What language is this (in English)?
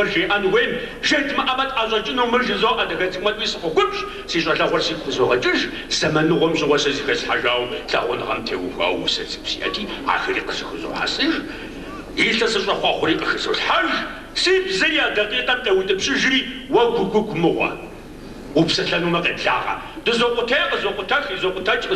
Kabardian